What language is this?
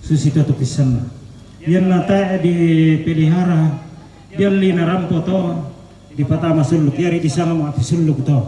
Toraja-Sa'dan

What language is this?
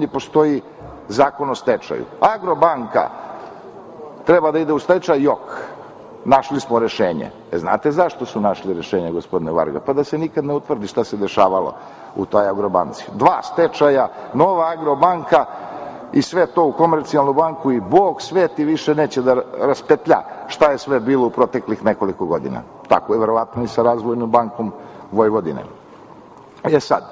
Serbian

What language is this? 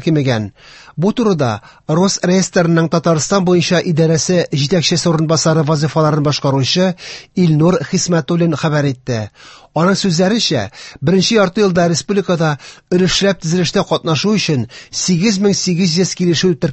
Tatar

